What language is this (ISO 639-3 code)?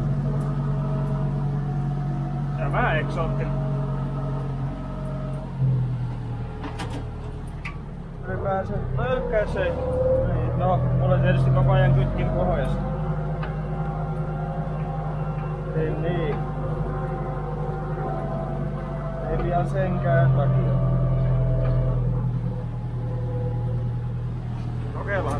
fin